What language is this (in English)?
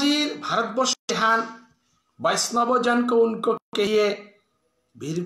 Bishnupriya